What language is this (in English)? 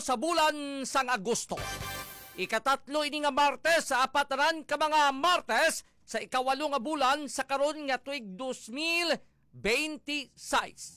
Hiligaynon